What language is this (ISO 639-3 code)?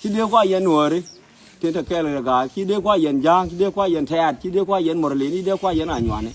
nus